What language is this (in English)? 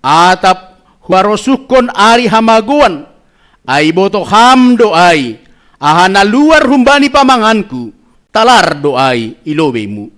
Batak Simalungun